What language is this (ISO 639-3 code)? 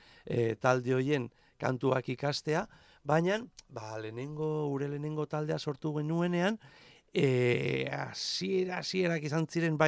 eus